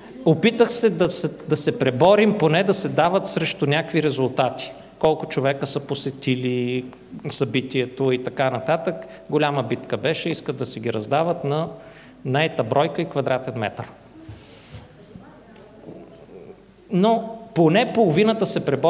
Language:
Bulgarian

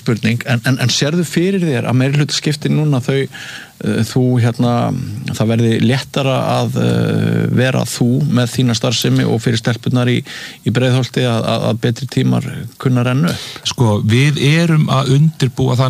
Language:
Icelandic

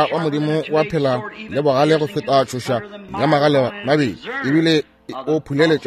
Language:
Northern Sotho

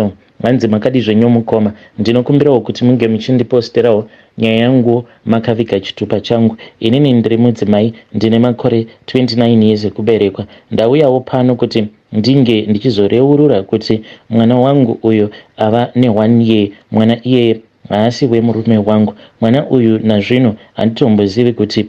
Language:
Shona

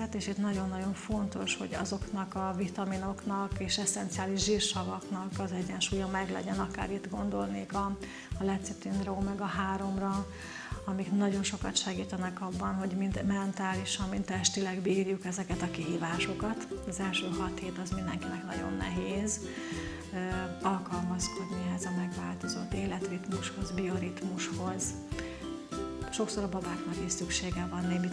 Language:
Hungarian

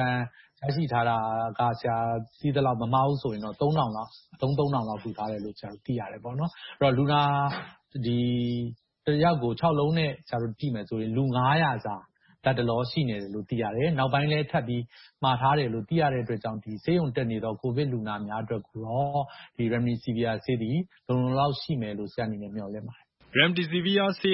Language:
Burmese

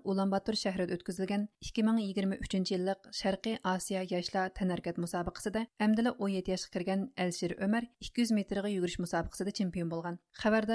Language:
Uyghur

